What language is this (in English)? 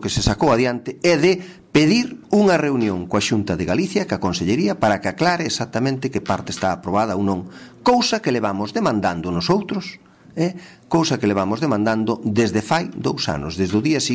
Galician